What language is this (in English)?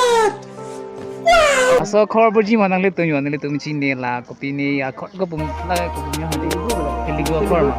Karbi